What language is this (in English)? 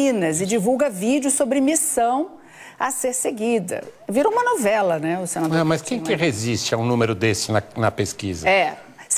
Portuguese